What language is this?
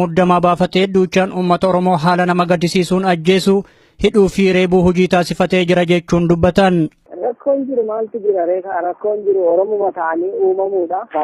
Oromo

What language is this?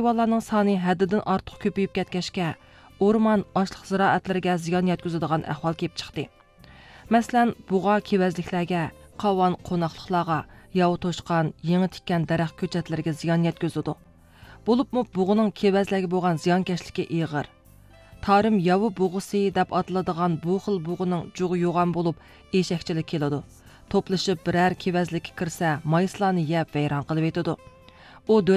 Uyghur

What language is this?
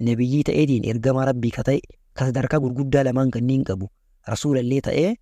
Oromo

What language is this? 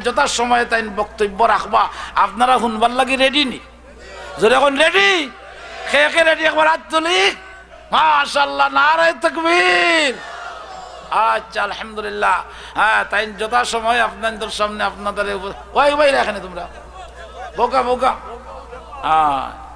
Sylheti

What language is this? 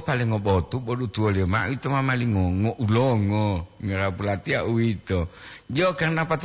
Gorontalo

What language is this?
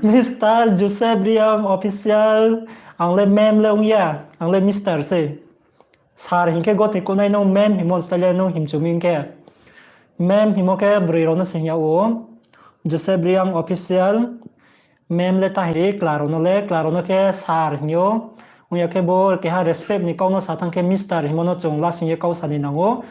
Riang (India)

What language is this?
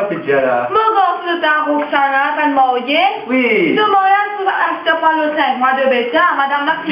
Morisyen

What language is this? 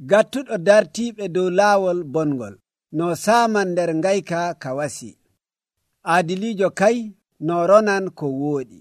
Nigerian Fulfulde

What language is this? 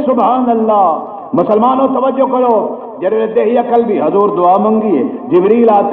Saraiki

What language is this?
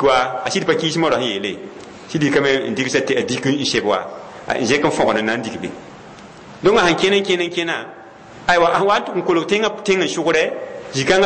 Mossi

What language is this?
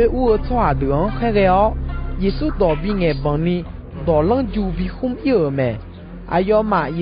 Akha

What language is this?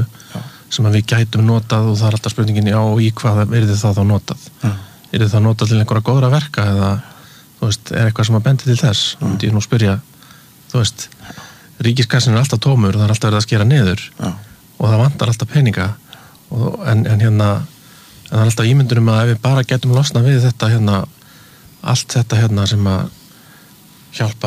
Icelandic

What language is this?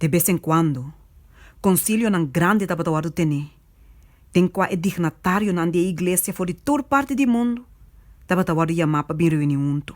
Papiamento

